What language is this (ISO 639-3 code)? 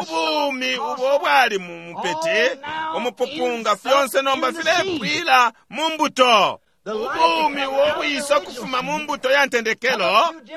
bem